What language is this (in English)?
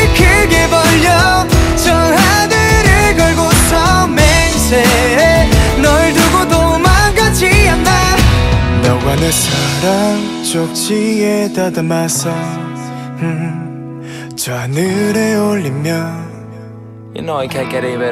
Korean